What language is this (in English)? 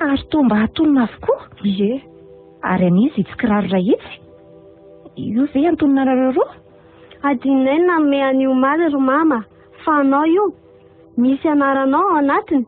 Malagasy